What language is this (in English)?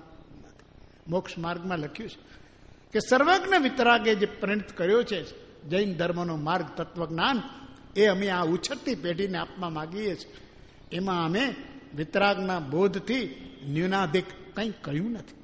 Gujarati